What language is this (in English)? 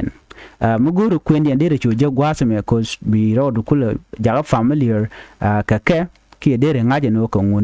Nuer